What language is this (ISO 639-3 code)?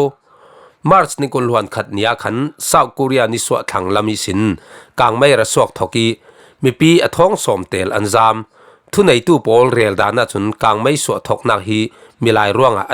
cfm